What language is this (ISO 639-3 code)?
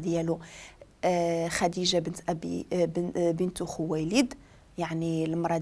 ary